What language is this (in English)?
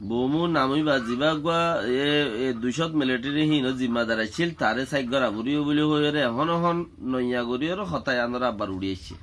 Rohingya